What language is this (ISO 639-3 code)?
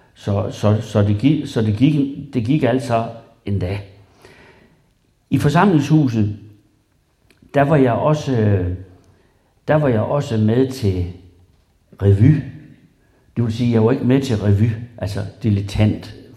dan